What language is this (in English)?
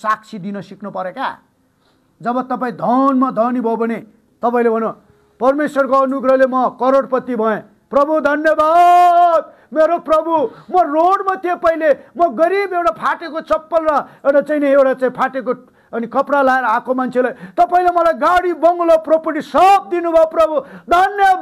Nepali